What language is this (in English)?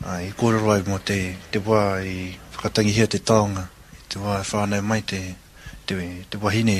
Māori